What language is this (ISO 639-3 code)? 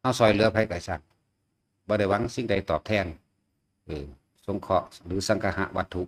tts